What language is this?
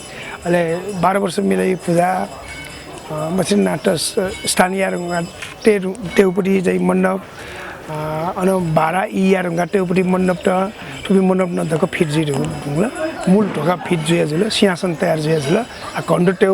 Newari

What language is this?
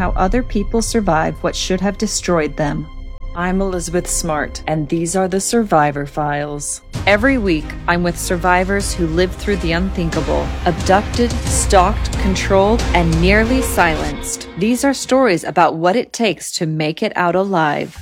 English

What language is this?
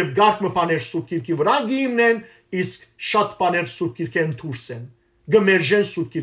Western Armenian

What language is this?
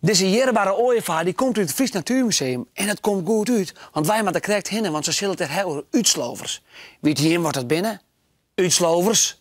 Western Frisian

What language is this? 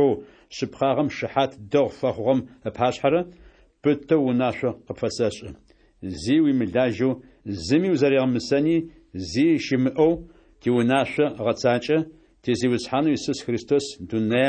Adyghe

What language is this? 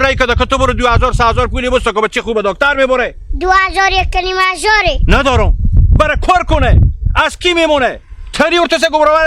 Hazaragi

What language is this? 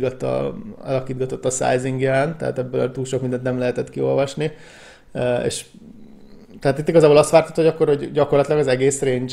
Hungarian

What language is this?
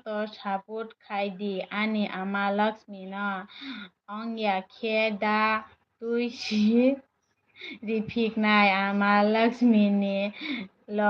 Kok Borok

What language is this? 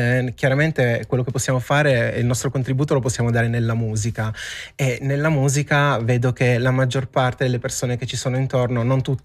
Italian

